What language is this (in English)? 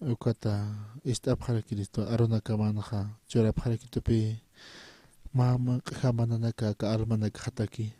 Aymara